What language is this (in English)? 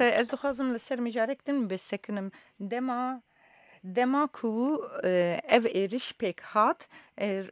Kurdish